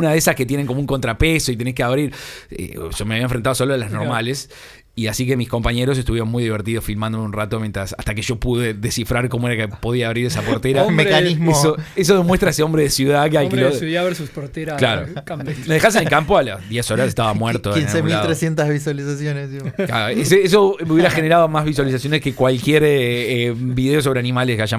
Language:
Spanish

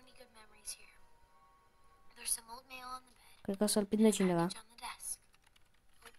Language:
Romanian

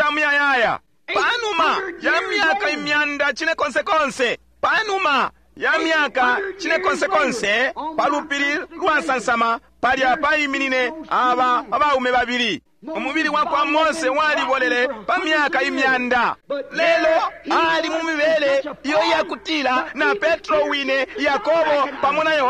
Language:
Bemba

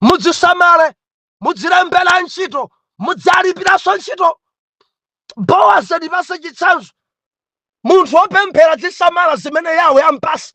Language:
Nyanja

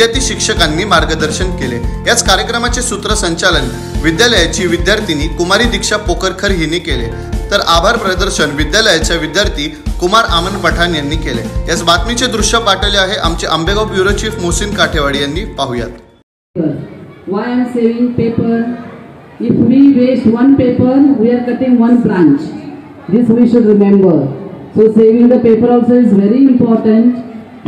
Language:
Marathi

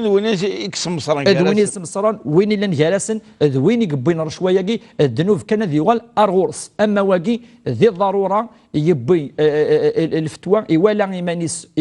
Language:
Kabyle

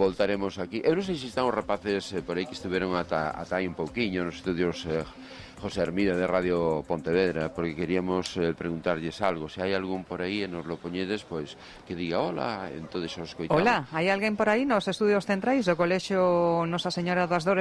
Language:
Galician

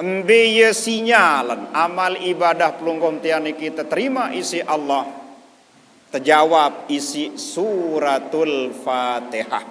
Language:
Sasak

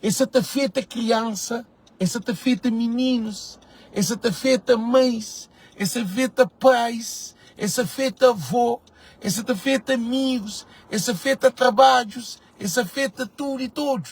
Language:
Kabuverdianu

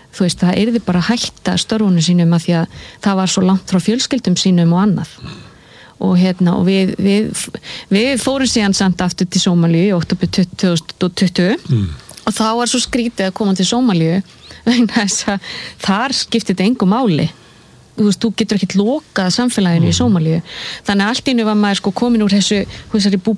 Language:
Icelandic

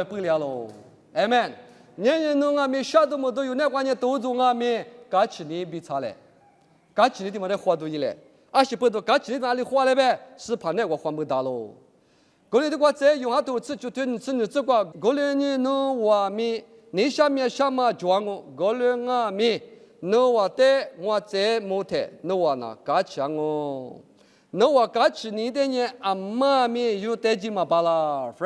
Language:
Lisu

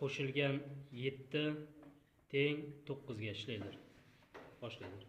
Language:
Uzbek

